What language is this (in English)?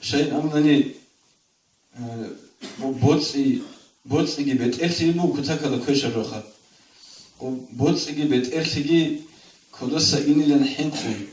Avaric